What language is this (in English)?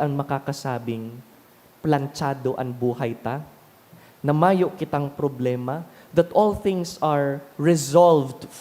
Bikol